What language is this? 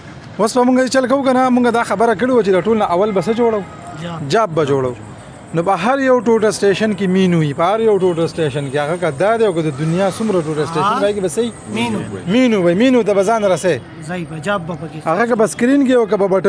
Pashto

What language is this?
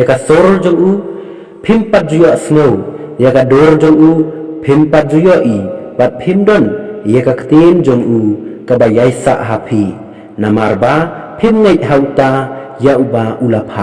Khasi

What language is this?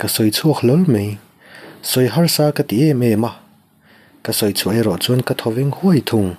Mizo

